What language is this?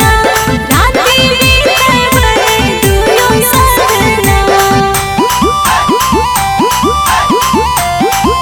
Bhojpuri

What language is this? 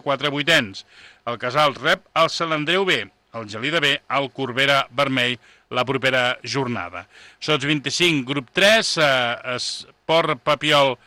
Catalan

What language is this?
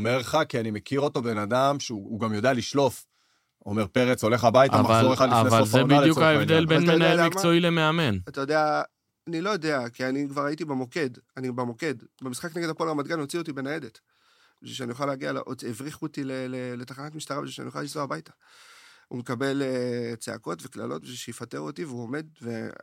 Hebrew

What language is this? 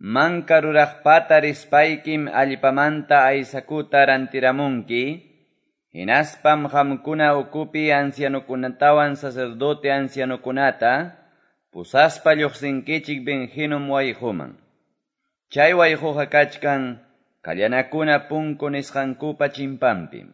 Quechua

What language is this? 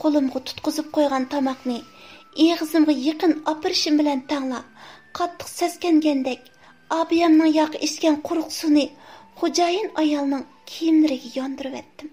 Uyghur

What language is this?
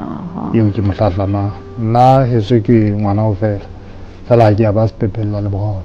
Southern Sotho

